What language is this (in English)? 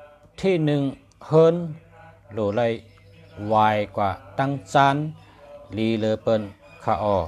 Shan